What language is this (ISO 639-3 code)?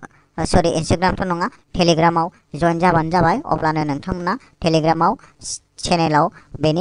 brx